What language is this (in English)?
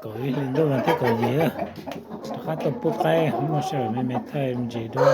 Hmong